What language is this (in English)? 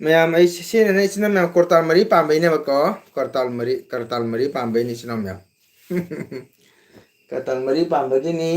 Manipuri